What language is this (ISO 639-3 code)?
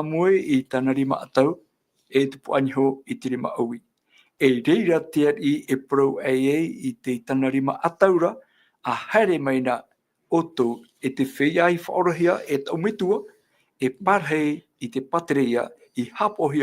tah